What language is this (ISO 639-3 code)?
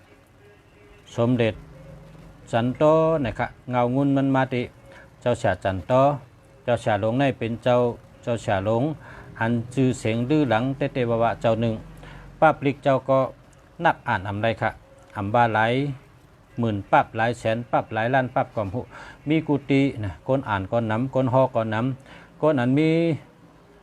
shn